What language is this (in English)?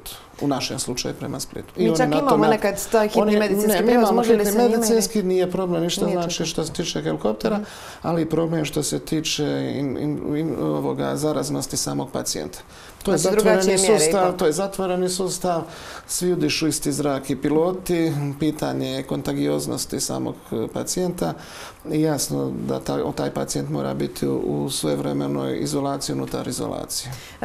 Croatian